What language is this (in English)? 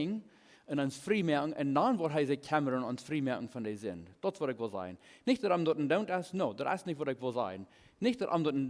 Plautdietsch